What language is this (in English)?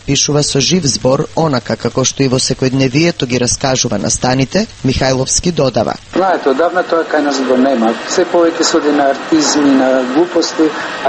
Macedonian